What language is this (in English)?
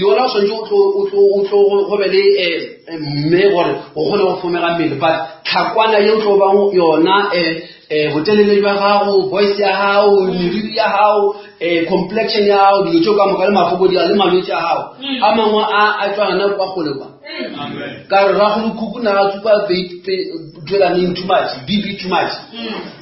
Northern Sotho